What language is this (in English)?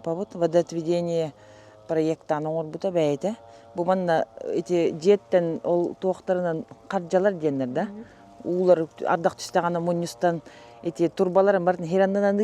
Yakut